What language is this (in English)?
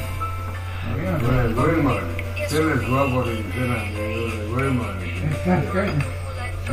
Estonian